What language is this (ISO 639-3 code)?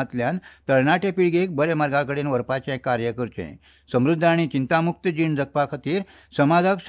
kok